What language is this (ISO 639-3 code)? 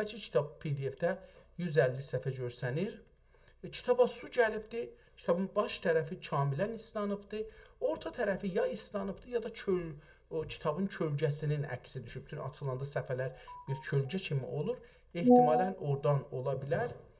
azb